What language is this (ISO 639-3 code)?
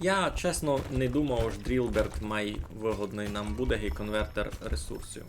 rue